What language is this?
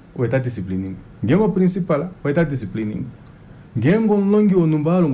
Kuanyama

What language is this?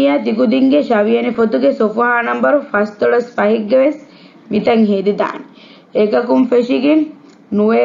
Divehi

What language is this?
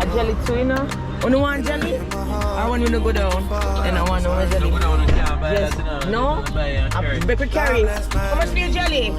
Jamaican Creole English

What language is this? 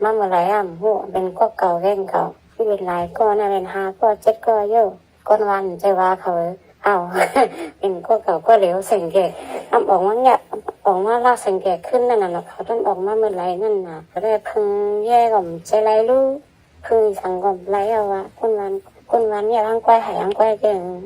Shan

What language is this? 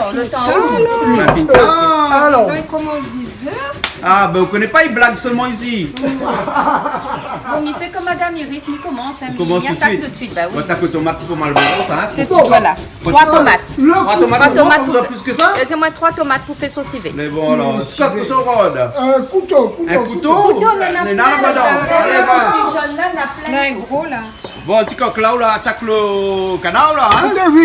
Réunion Creole French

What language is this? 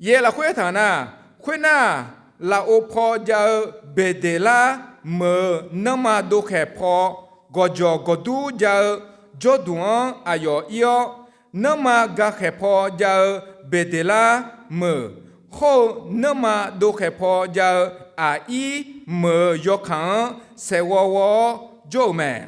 Akha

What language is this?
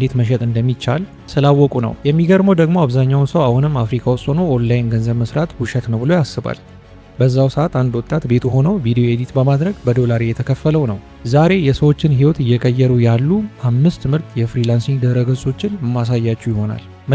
Amharic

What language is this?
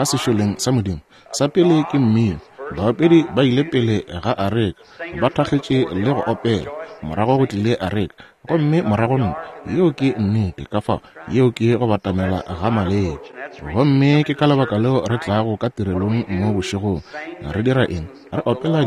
Northern Sotho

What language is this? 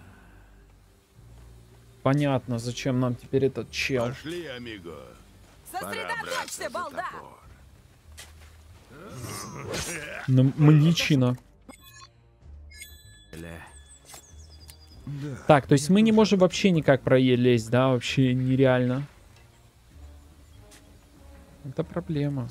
Russian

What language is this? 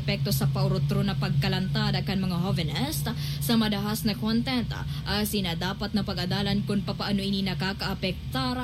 Bikol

